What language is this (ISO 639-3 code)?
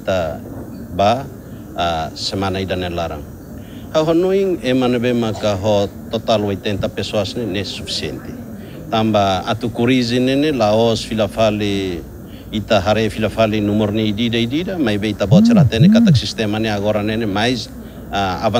tet